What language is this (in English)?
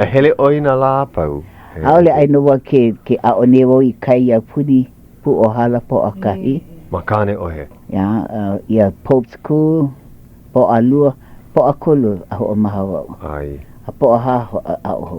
Hawaiian